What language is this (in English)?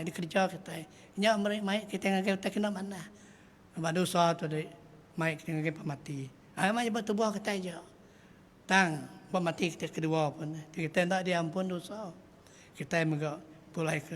Iban